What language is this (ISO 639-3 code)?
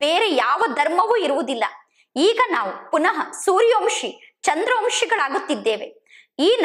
kan